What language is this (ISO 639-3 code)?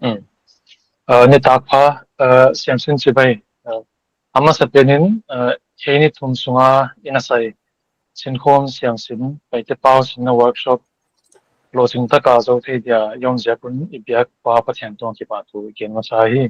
pck